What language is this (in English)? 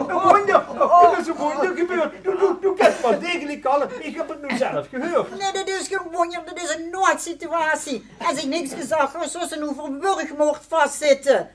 Limburgish